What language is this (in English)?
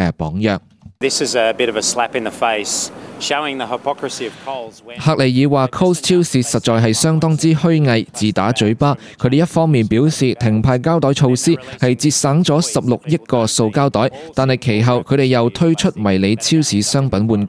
Cantonese